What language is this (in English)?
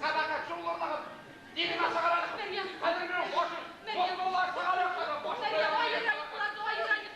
Bashkir